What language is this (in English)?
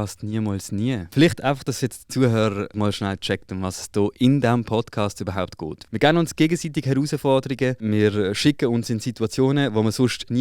Swiss German